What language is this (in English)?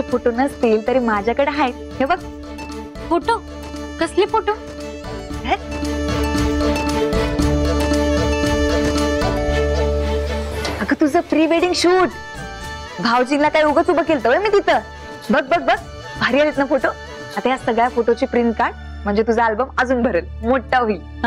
Marathi